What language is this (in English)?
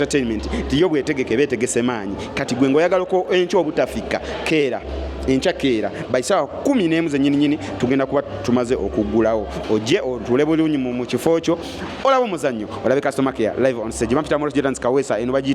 Ganda